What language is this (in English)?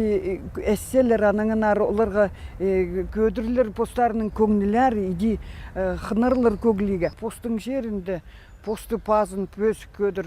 Khakas